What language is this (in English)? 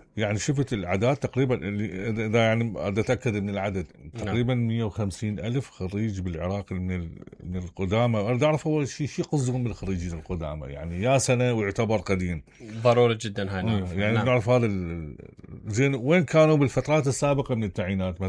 Mesopotamian Arabic